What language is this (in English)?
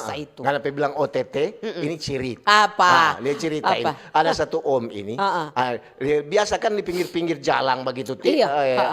Manado Malay